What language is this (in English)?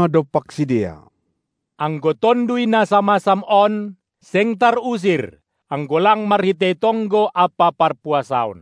Batak Simalungun